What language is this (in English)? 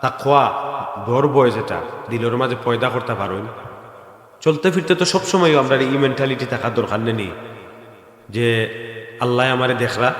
Sylheti